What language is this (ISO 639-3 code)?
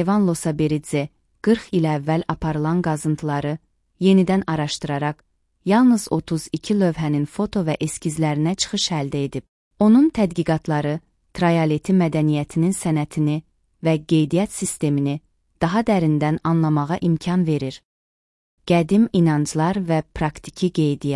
aze